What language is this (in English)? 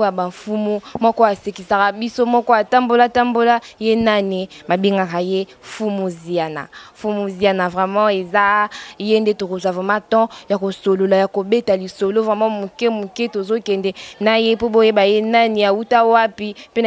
Lingala